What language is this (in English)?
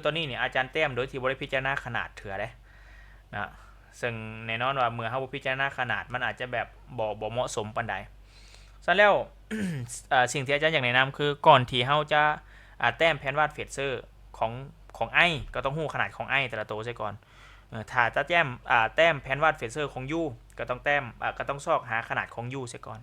Lao